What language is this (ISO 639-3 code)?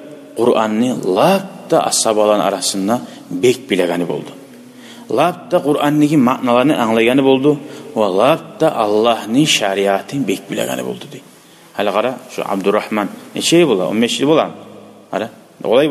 kum